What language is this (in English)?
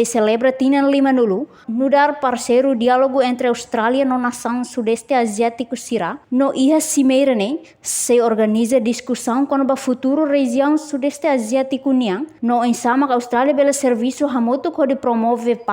Tetum